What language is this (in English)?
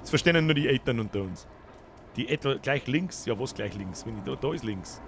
Bavarian